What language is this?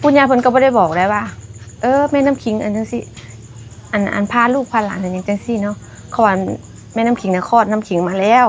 Northeastern Thai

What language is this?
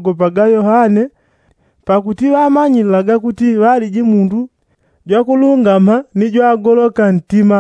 Yao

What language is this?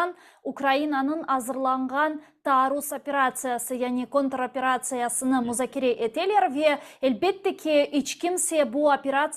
Crimean Tatar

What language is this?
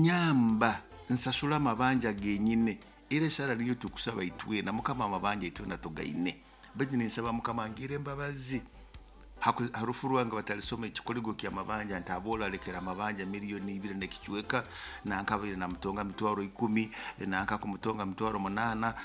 Nyoro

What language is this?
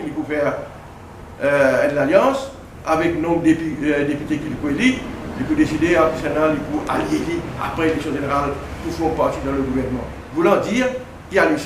Morisyen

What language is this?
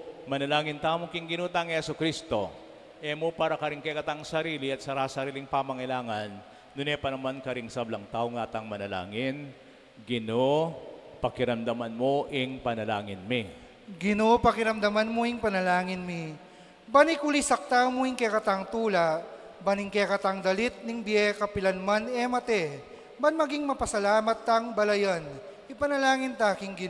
Pampanga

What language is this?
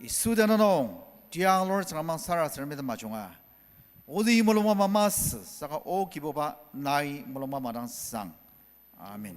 Ao Naga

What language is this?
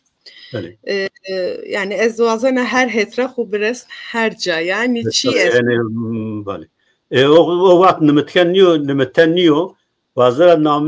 Zaza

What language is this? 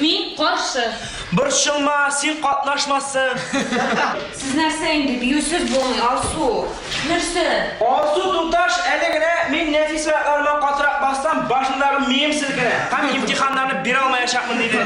Tatar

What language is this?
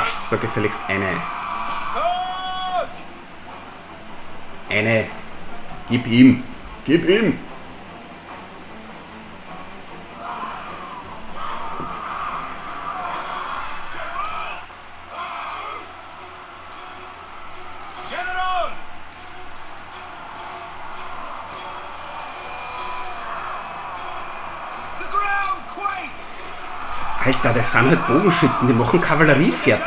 German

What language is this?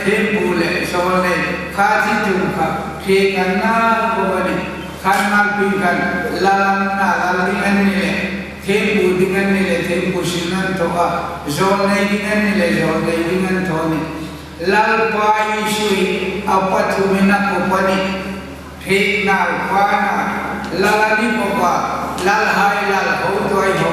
Hmar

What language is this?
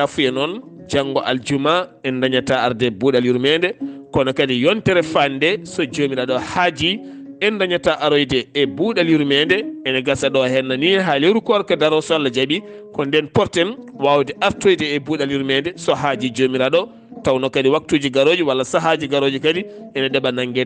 Fula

